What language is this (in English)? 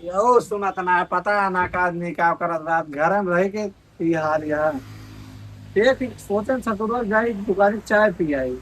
Awadhi